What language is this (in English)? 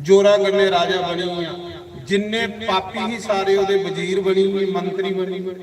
Dogri